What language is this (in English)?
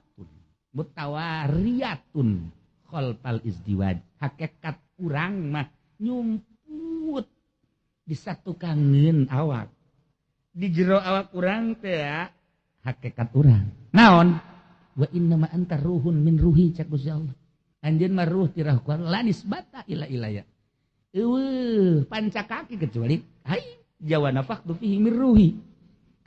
Sundanese